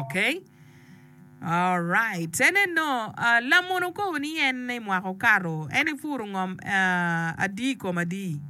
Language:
Acoli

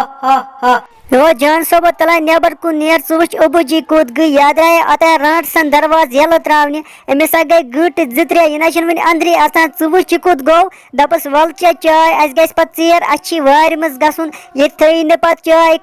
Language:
Kashmiri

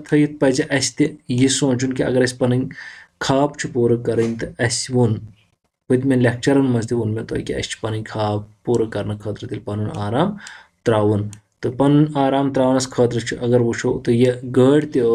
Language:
Kashmiri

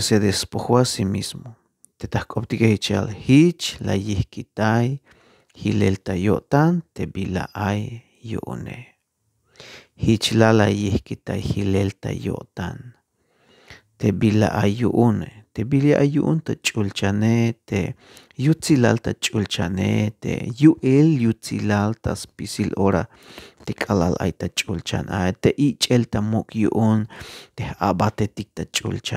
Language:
Tzeltal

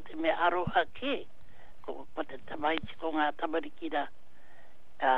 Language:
Māori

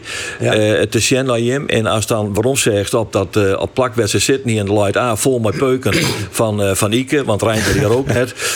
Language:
Western Frisian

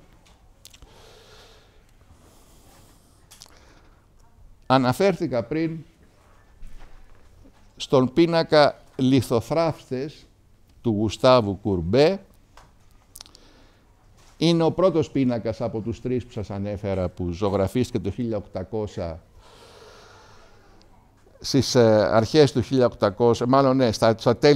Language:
Greek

